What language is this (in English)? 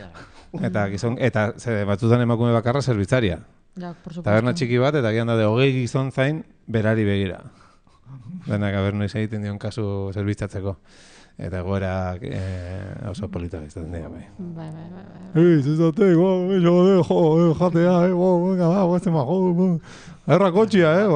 Basque